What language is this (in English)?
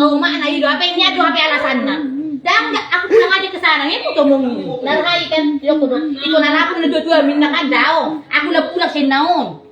Batak Toba